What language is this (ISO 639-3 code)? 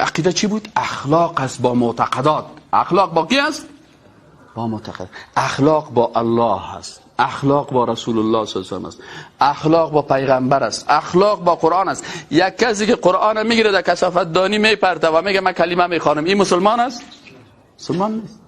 fas